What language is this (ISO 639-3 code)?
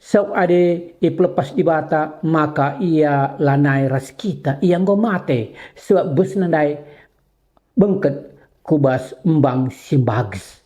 btx